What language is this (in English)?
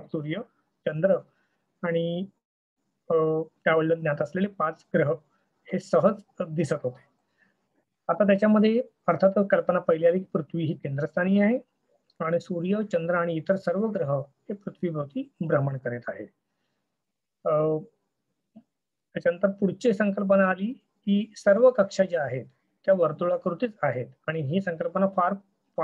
Marathi